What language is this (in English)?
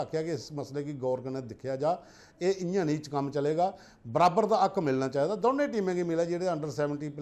Dogri